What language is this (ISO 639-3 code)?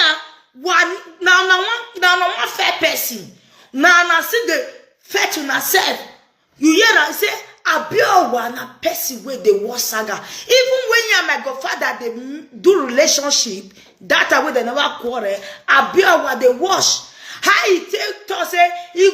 pcm